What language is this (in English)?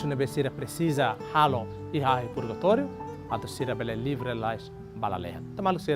Tetum